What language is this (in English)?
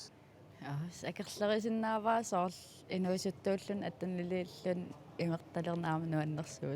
Kalaallisut